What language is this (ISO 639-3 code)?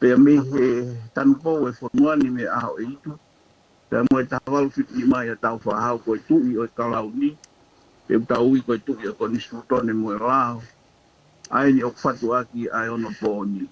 ton